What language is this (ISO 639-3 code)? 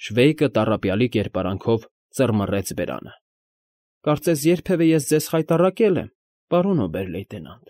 hye